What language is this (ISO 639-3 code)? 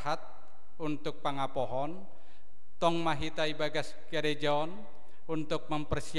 bts